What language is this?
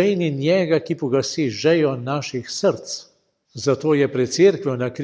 Slovenian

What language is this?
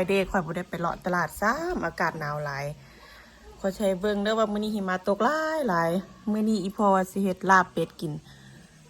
Lao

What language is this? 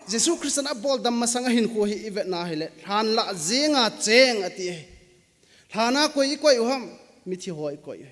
Thado Chin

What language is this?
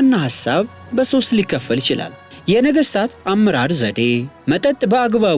Amharic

